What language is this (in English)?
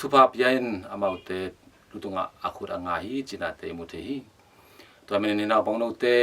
Tedim Chin